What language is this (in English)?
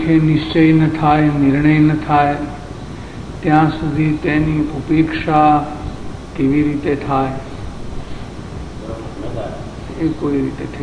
Gujarati